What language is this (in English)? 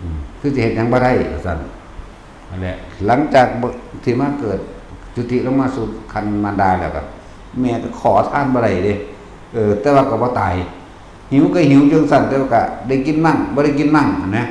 Lao